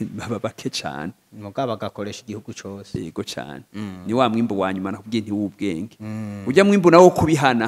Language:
Rundi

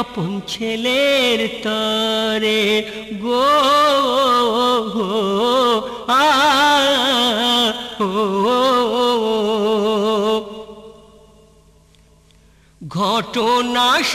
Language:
Bangla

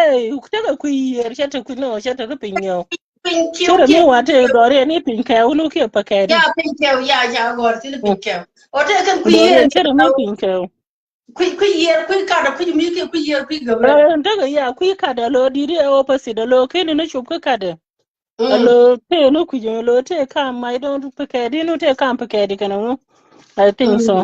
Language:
Nuer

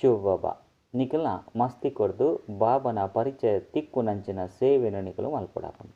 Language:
Tulu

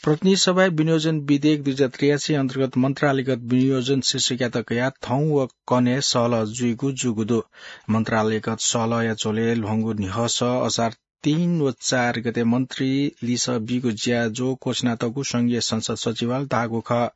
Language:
Newari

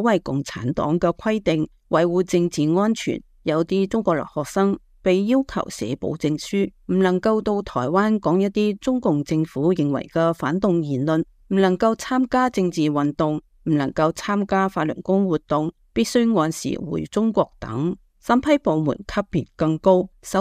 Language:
Cantonese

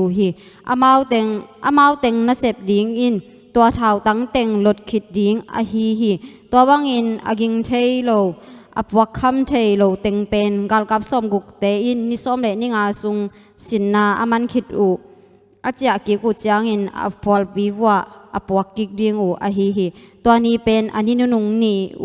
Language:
Tedim Chin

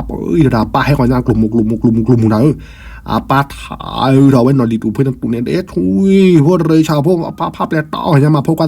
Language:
S'gaw Karen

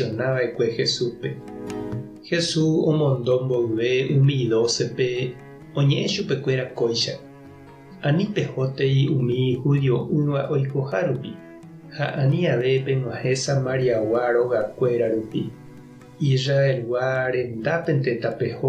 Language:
Guarani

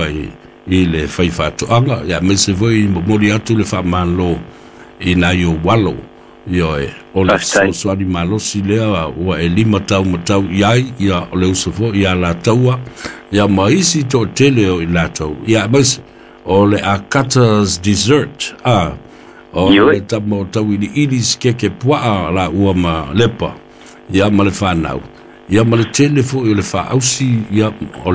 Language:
Samoan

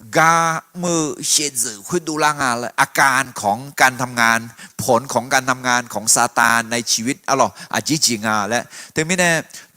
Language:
Akha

